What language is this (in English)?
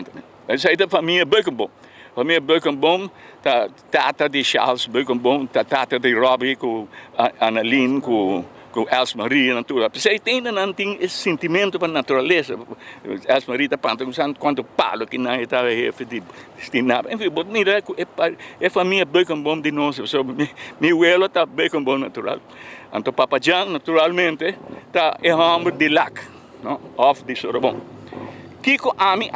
Papiamento